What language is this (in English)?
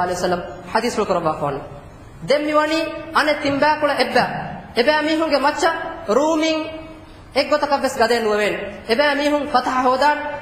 Divehi